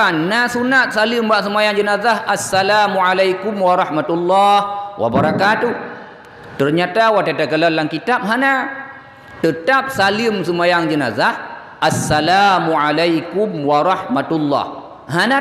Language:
Achinese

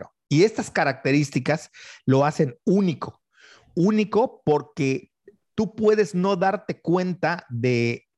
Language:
Spanish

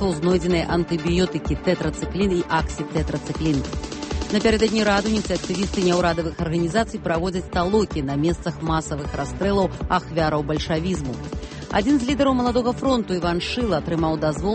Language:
Belarusian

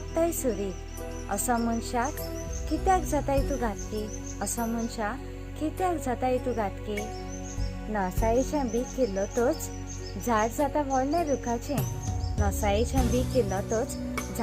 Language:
Konkani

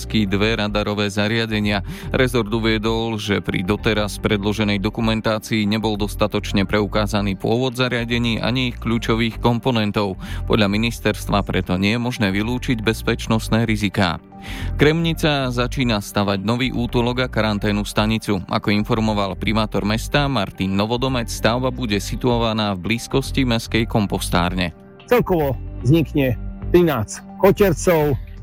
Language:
Slovak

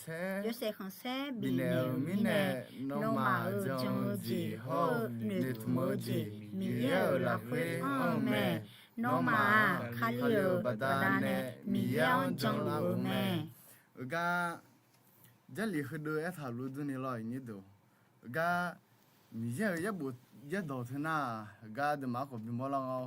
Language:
Akha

